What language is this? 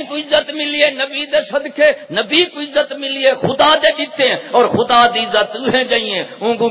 Saraiki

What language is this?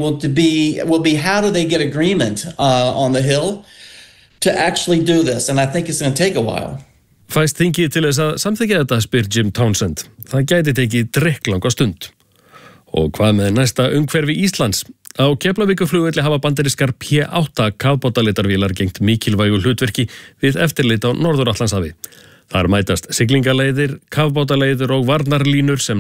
Icelandic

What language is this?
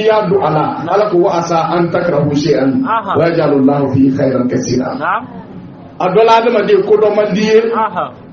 Bambara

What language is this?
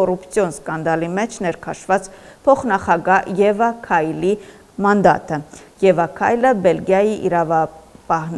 Armenian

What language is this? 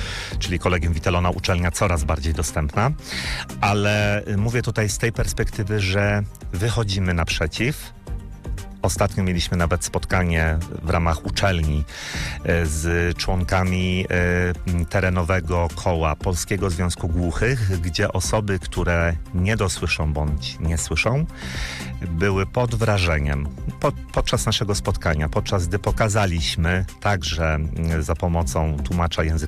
Polish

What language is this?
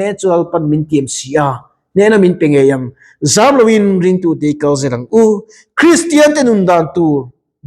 Mizo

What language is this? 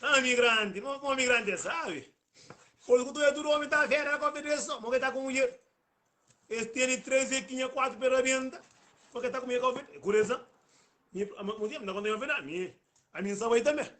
Kabuverdianu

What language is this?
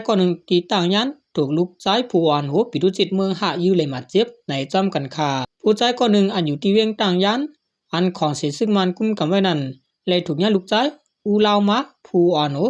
Shan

